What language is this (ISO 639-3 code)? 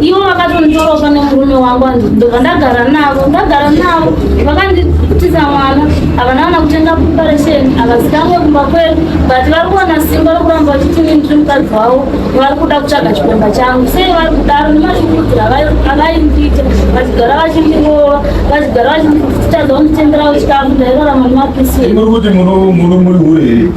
sna